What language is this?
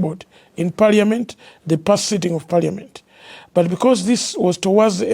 English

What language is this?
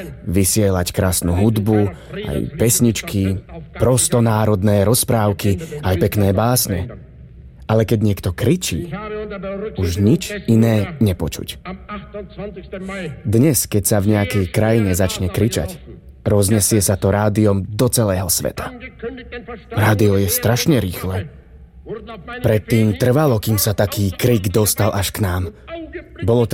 Slovak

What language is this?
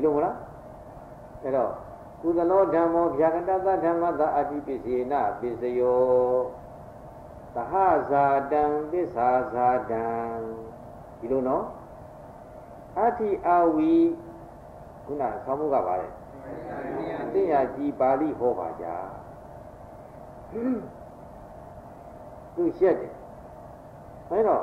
Burmese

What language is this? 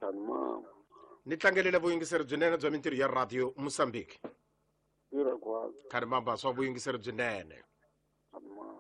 Tsonga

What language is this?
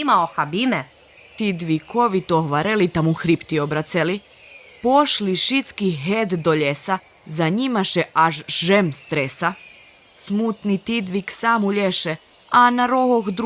Rusyn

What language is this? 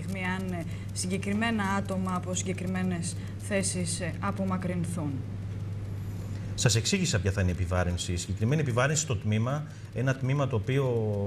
Greek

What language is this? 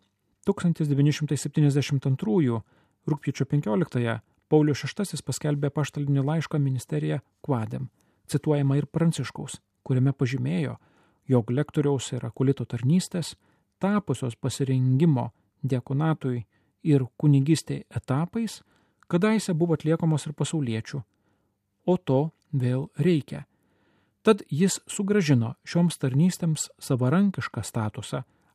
Lithuanian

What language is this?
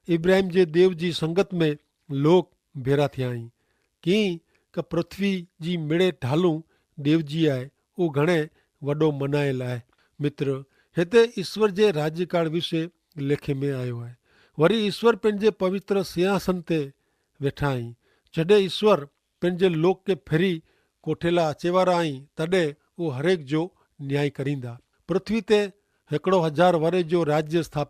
Kachhi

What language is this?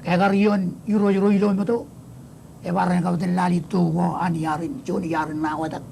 Marshallese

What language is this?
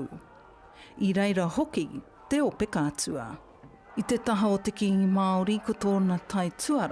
Māori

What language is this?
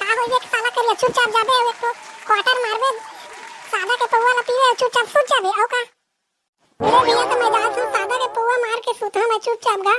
Chhattisgarhi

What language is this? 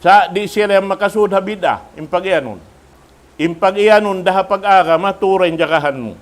Tausug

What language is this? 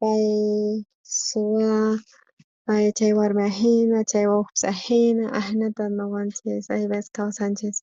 South Bolivian Quechua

